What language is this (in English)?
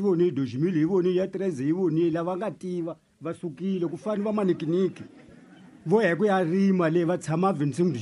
Tsonga